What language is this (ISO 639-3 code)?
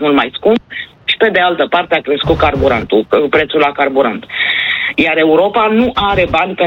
ron